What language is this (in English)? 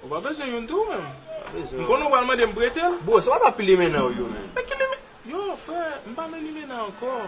Haitian Creole